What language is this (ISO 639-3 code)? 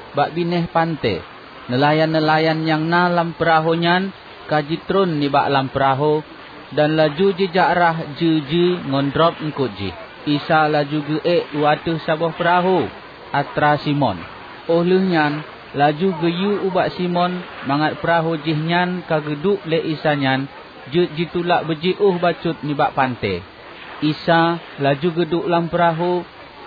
ace